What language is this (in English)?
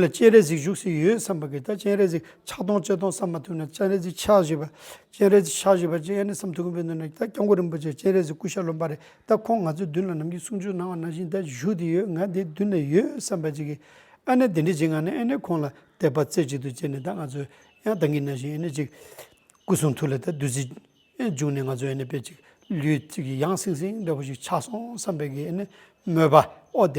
Tibetan